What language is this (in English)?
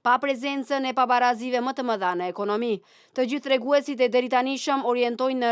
Albanian